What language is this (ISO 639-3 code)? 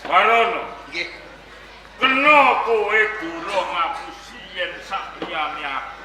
jav